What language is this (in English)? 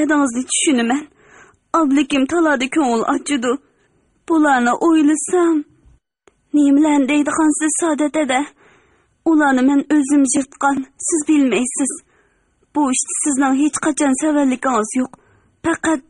Uyghur